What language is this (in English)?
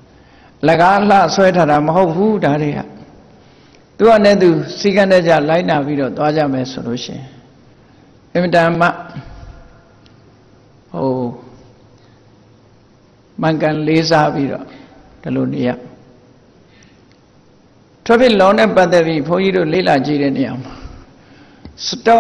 Burmese